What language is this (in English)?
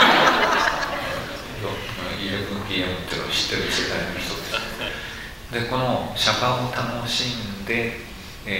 Japanese